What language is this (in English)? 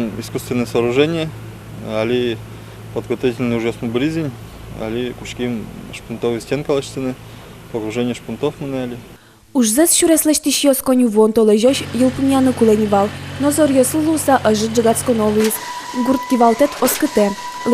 Udmurt